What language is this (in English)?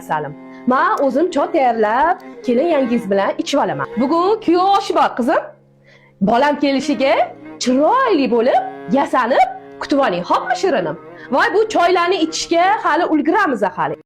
Uzbek